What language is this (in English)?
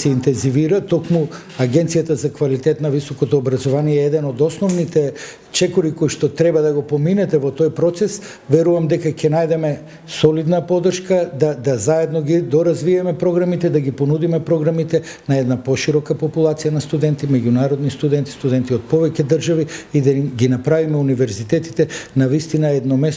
Macedonian